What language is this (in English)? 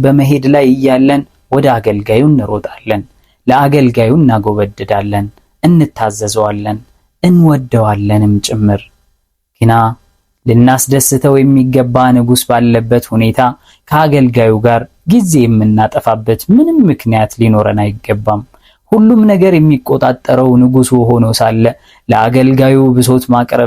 Amharic